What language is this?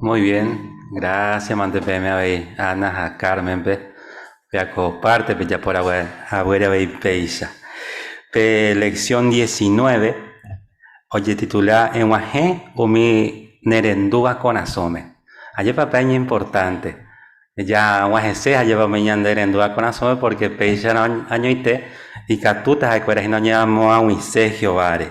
Guarani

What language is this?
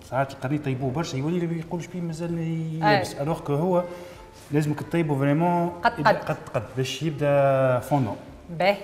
Tunisian Arabic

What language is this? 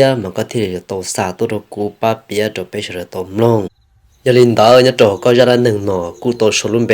Hmong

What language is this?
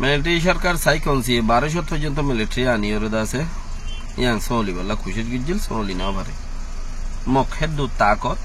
Rohingya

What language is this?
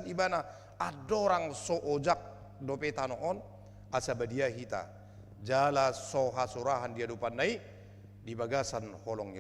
Batak Toba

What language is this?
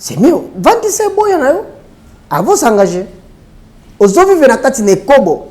Lingala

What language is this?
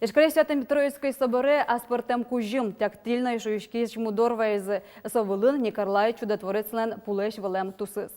Udmurt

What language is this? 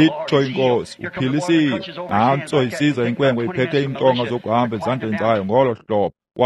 Xhosa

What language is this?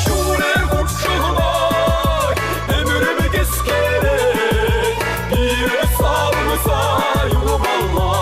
Chuvash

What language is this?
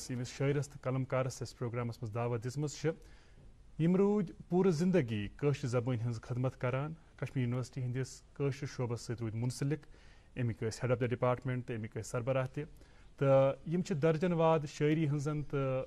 Kashmiri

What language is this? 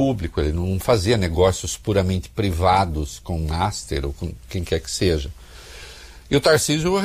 Portuguese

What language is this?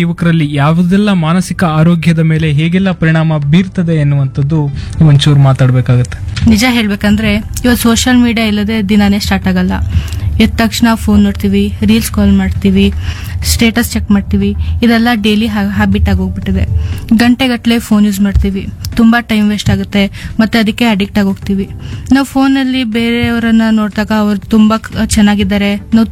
Kannada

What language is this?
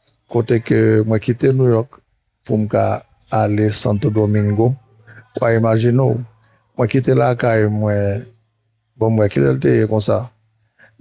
Haitian Creole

